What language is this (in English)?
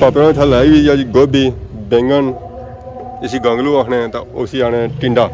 Pahari-Potwari